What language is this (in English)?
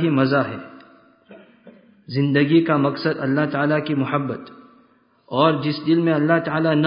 Urdu